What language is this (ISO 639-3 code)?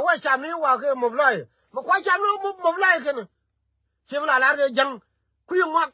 nus